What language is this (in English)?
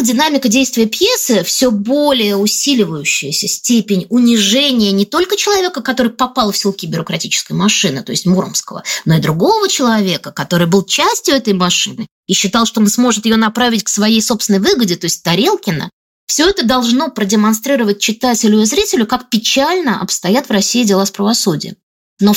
Russian